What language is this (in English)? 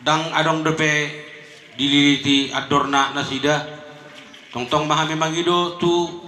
Batak Toba